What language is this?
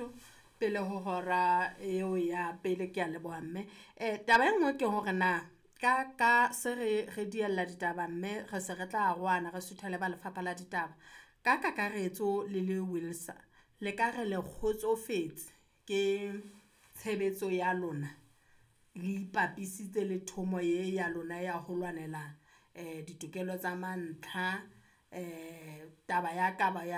Southern Sotho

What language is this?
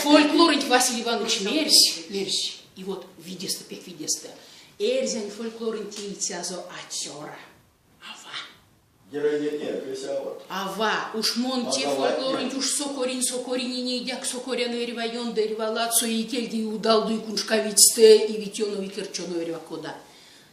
Erzya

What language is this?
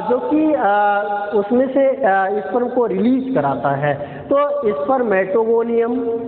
Hindi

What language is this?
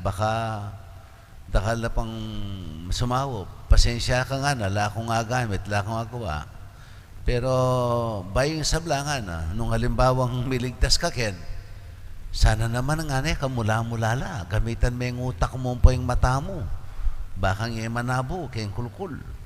Pampanga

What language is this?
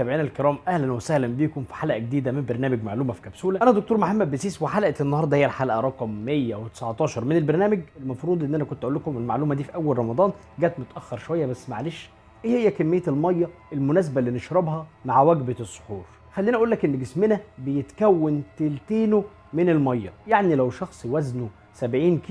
Egyptian Arabic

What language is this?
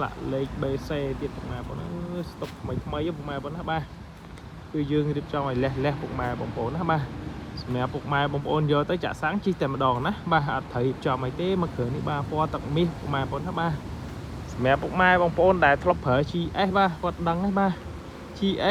Khmer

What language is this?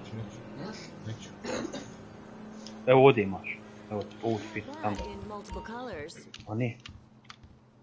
Croatian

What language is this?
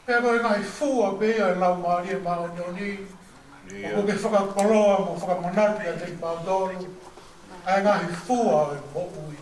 Tongan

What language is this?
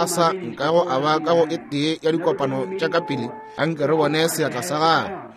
Northern Sotho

